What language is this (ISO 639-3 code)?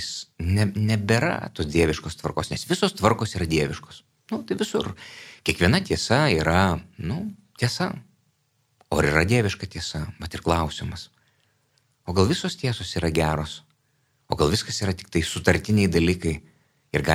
lit